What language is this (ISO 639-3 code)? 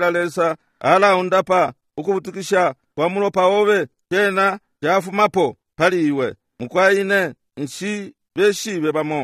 bem